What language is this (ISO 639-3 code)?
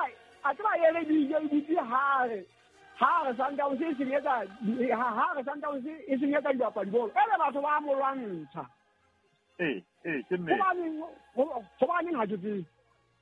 sot